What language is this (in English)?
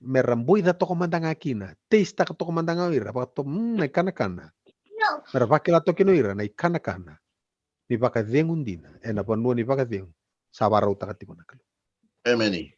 Fijian